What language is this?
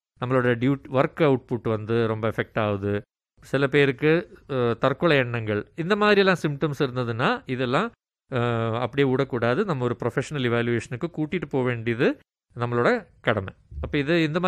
Tamil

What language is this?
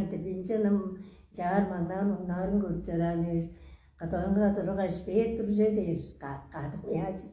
Tuvinian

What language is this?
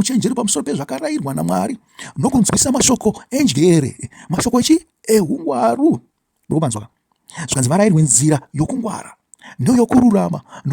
Shona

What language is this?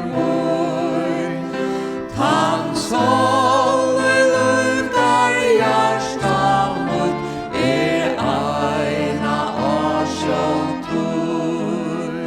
Faroese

